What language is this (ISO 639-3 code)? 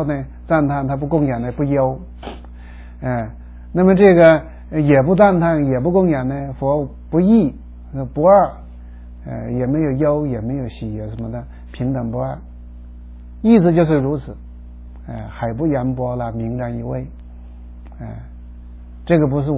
zho